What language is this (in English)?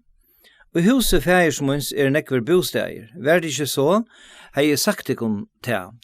Faroese